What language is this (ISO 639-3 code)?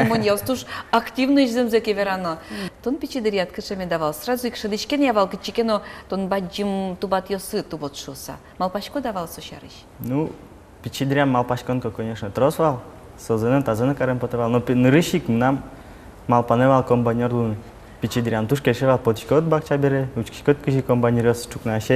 udm